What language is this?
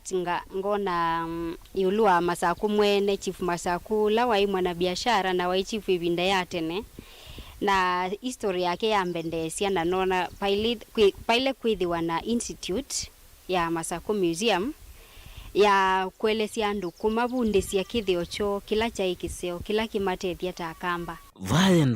Kamba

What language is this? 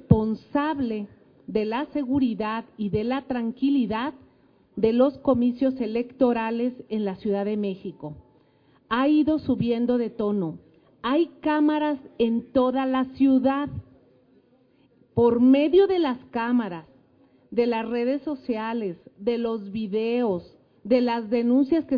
Spanish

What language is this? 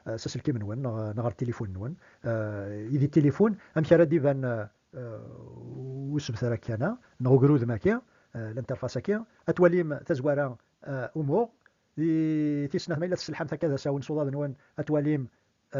Kabyle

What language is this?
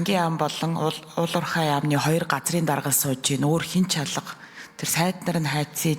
Mongolian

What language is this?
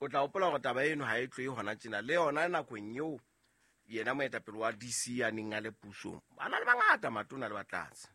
Southern Sotho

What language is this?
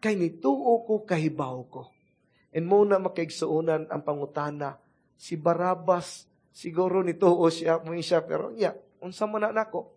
Cebuano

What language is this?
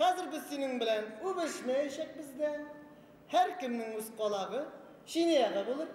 Bashkir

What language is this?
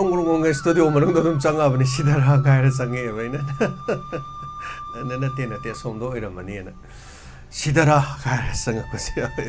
Manipuri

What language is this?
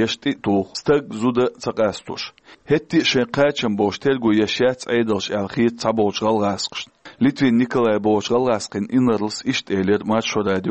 Chechen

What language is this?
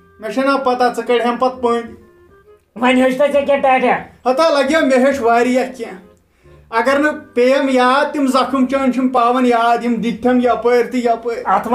Kashmiri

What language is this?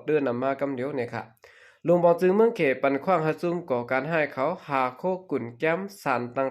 Shan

